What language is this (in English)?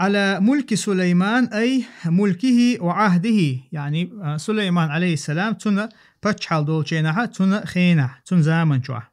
Chechen